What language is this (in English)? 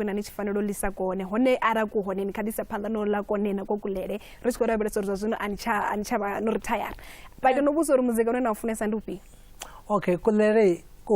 Venda